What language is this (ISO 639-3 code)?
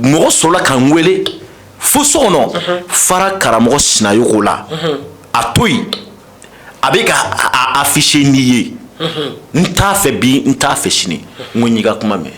bam